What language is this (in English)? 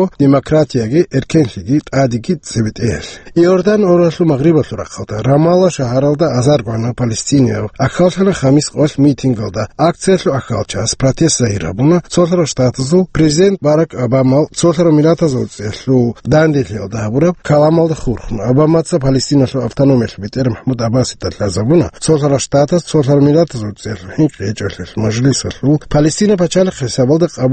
Avaric